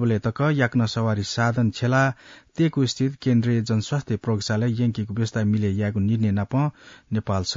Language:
Newari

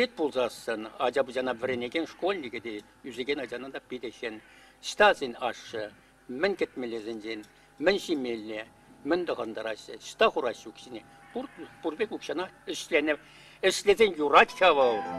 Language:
Chuvash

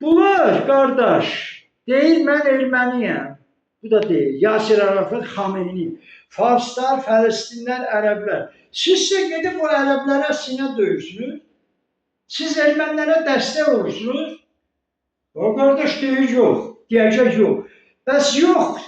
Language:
Azerbaijani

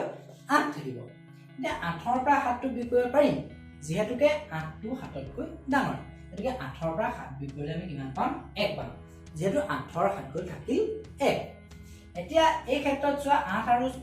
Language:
Assamese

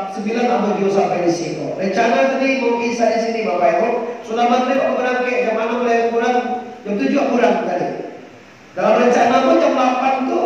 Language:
Minangkabau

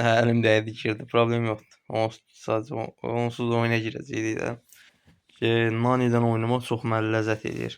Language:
Azerbaijani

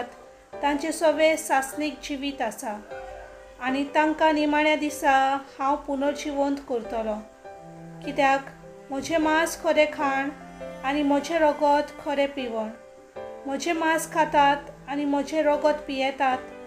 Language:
Konkani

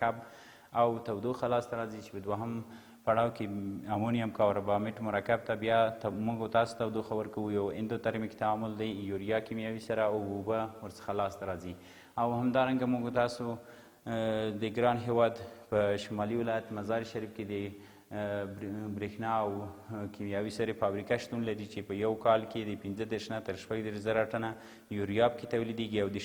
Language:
Pashto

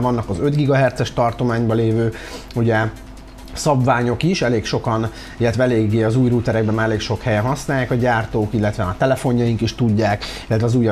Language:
Hungarian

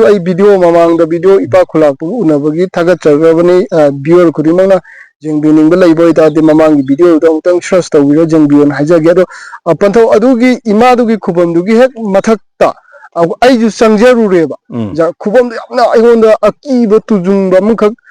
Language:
Manipuri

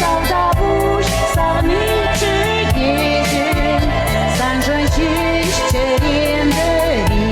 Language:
Chuvash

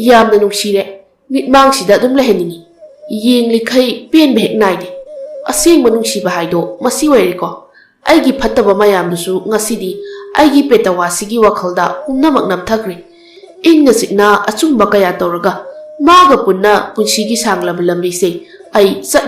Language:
Manipuri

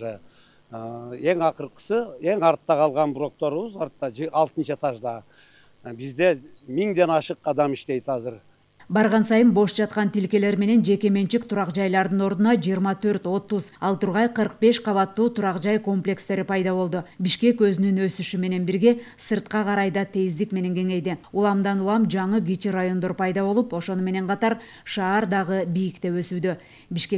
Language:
Kyrgyz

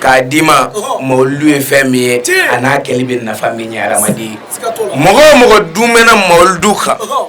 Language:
Bambara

